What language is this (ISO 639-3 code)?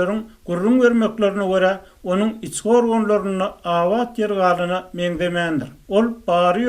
tuk